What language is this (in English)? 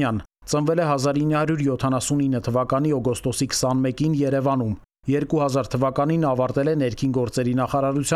Armenian